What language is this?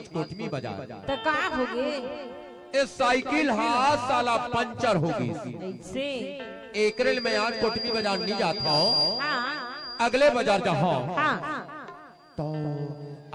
Chhattisgarhi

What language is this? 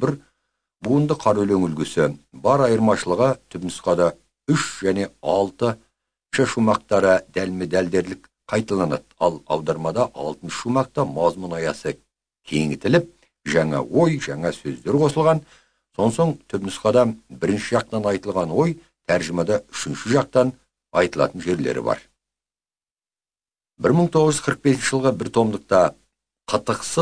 Kazakh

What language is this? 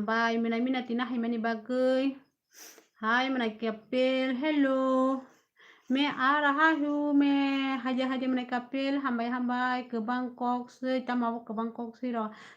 Kok Borok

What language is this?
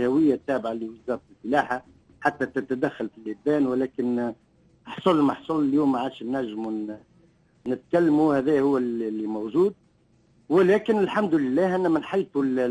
Tunisian Arabic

